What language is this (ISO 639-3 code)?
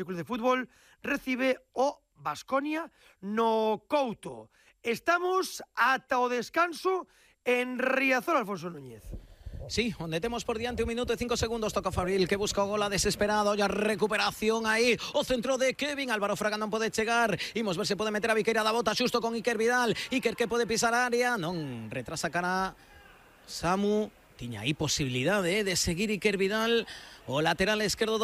glg